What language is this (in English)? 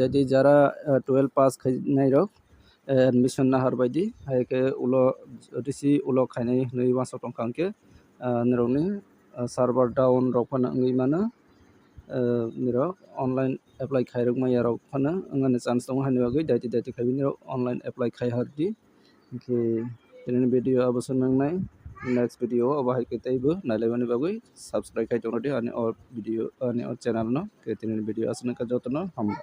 Kok Borok